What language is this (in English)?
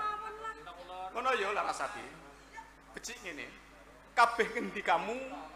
Javanese